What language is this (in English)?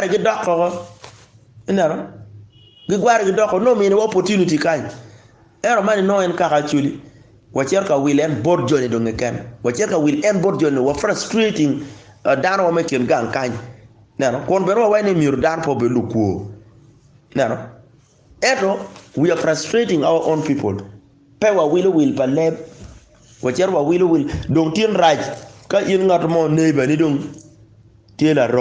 Acoli